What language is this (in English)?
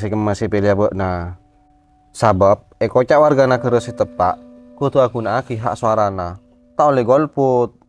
Madurese